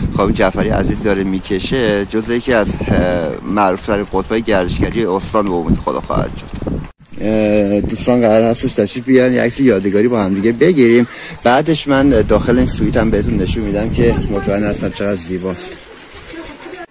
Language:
Persian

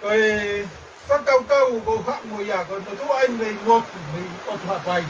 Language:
Tongan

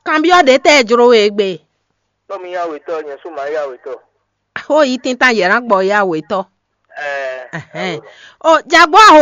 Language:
Fon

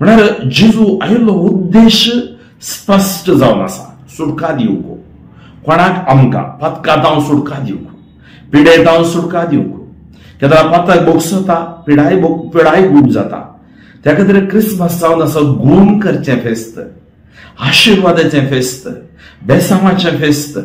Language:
Konkani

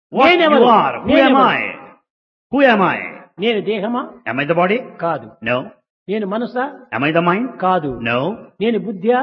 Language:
Telugu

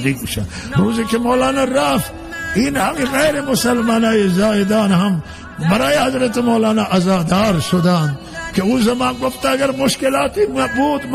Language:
Persian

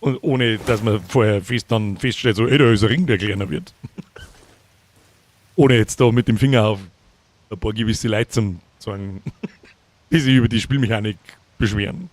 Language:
Bavarian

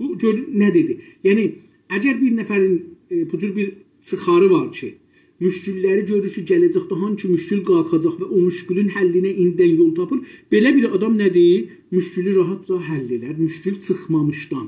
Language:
South Azerbaijani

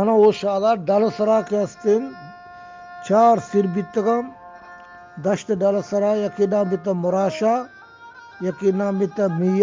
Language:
Eastern Balochi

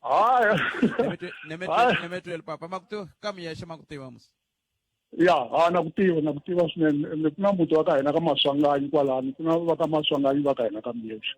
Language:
Tsonga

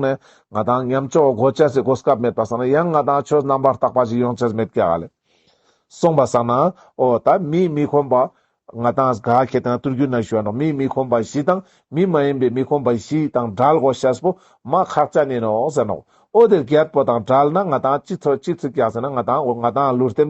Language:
Ladakhi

